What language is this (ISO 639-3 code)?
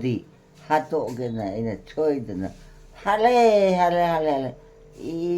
mni